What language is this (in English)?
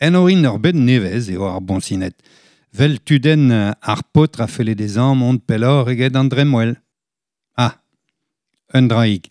Breton